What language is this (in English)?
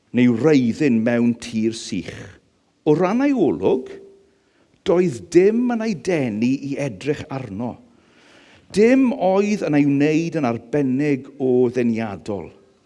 Welsh